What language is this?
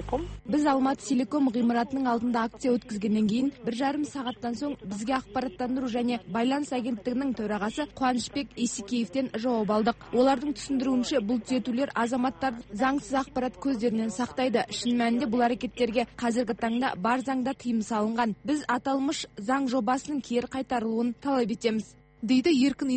Kazakh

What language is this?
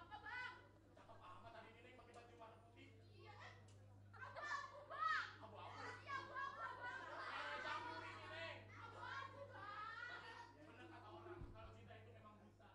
Betawi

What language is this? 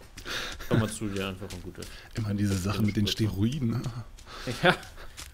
German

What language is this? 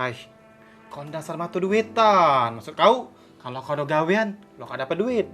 Musi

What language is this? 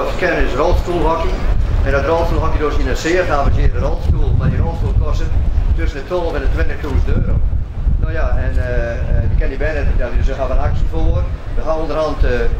Western Frisian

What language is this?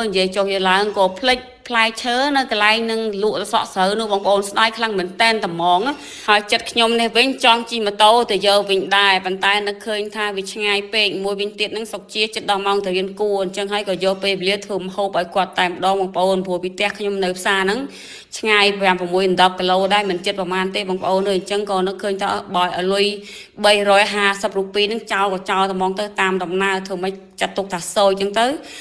Khmer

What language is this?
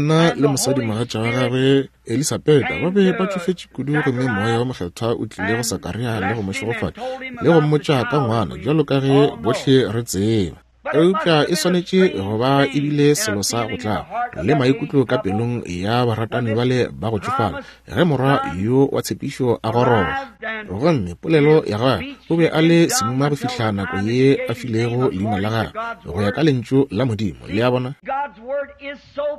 Northern Sotho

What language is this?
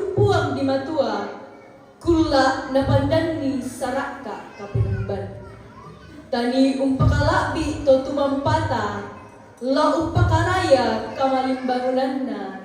Toraja-Sa'dan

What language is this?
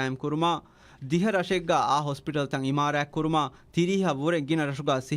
Divehi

